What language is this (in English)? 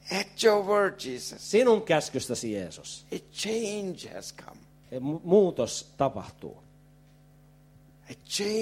Finnish